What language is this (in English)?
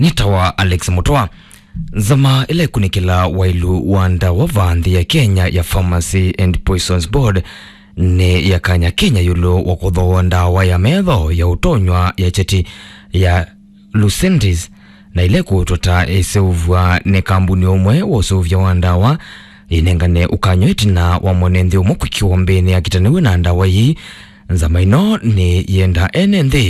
Kamba